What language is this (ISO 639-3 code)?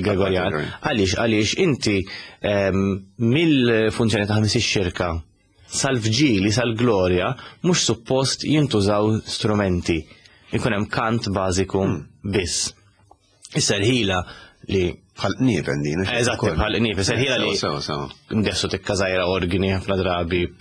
mlt